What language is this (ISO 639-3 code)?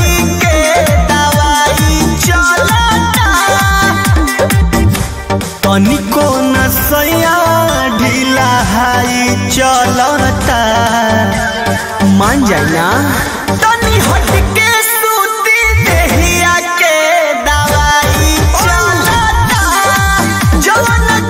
bho